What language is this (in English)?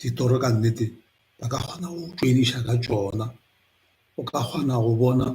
Northern Sotho